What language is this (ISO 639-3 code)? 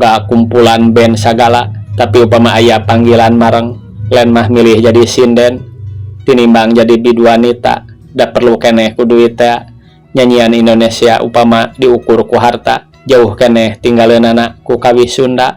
sun